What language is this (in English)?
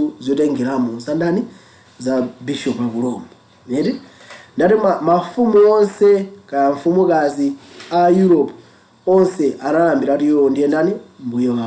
Nyanja